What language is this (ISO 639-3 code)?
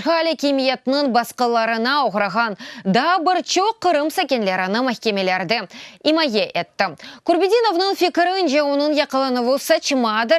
crh